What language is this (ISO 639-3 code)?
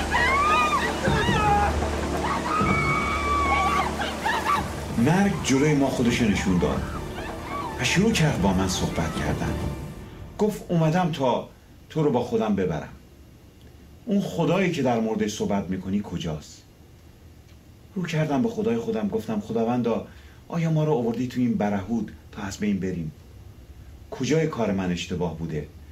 fas